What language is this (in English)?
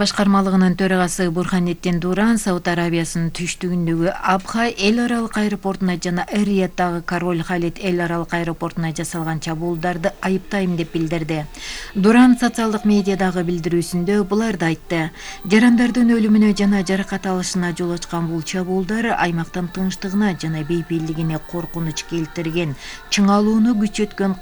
Kyrgyz